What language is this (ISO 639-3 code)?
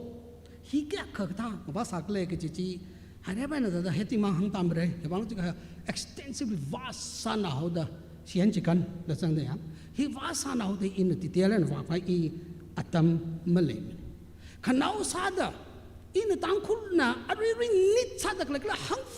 nmf